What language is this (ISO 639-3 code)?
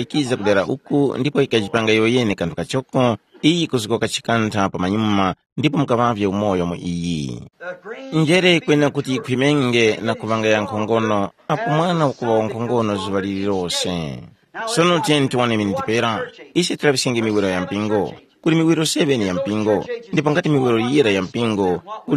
tum